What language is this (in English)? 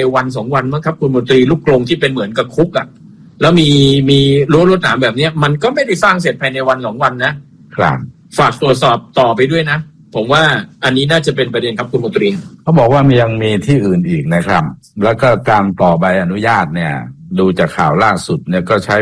Thai